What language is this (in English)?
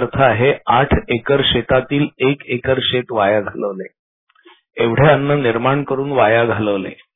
Marathi